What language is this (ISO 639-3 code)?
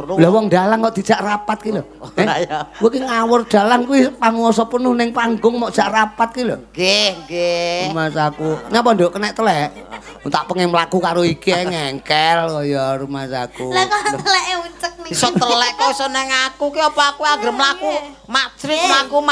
jav